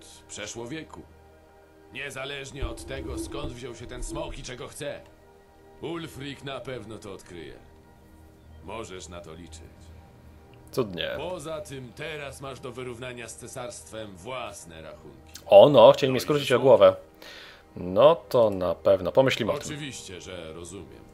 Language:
Polish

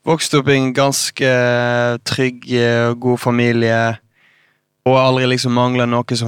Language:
Norwegian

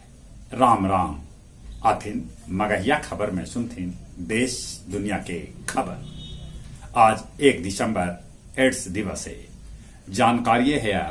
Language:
Magahi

